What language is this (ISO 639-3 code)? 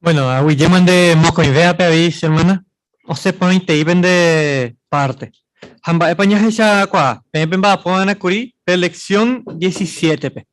grn